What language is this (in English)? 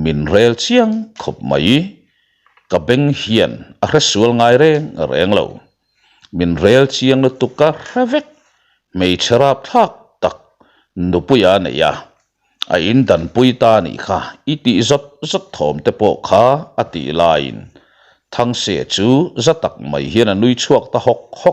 Mizo